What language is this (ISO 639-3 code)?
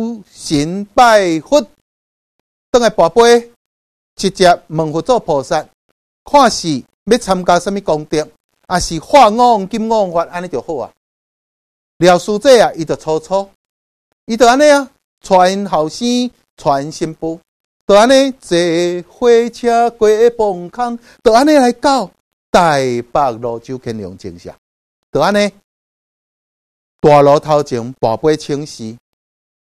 nan